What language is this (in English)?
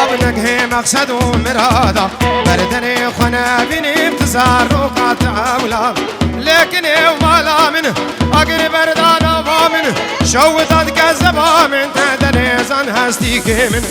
Kurdish